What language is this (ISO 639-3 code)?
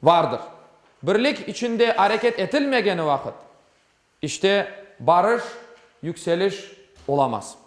crh